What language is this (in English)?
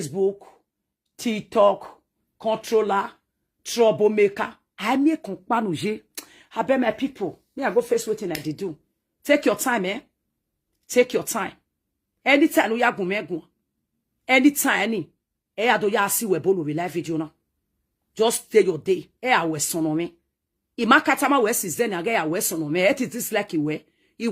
Nigerian Pidgin